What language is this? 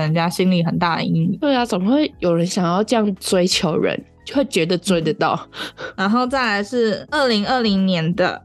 Chinese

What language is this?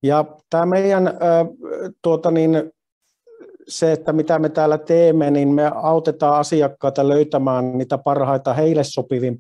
Finnish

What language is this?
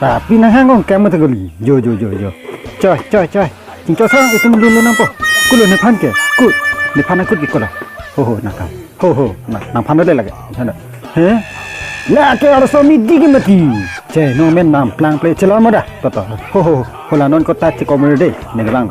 Karbi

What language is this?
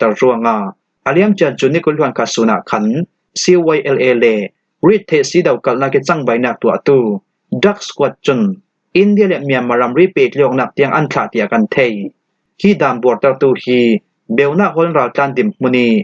Falam Chin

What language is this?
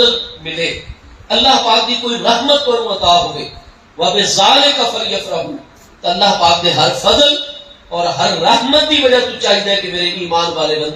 Saraiki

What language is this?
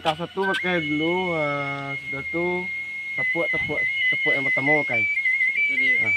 Minangkabau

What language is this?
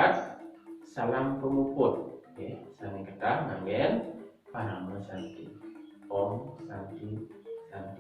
Balinese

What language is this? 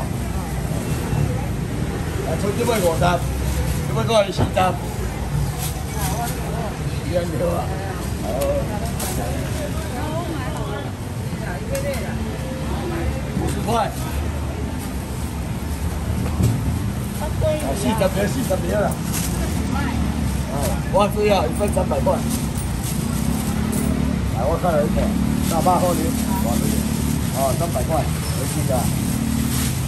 Min Nan Chinese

